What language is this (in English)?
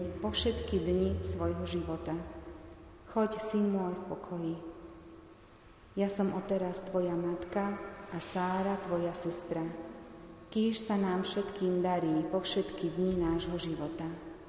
Slovak